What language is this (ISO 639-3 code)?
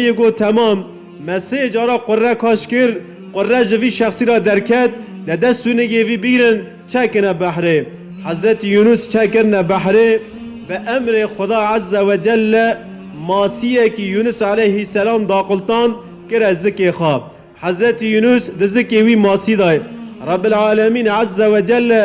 kur